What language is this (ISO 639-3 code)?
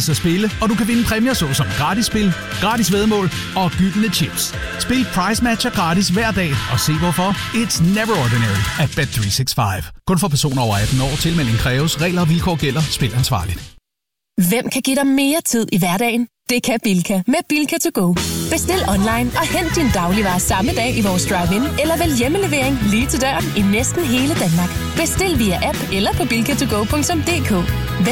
dan